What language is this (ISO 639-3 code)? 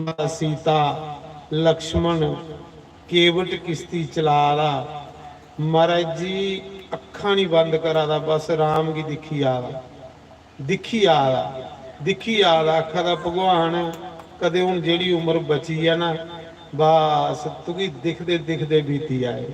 doi